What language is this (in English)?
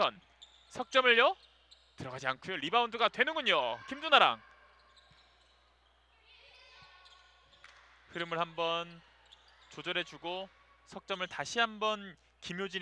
Korean